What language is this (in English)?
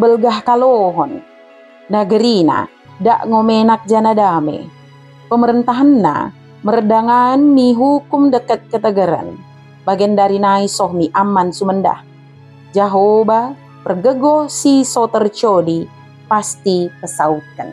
Batak Dairi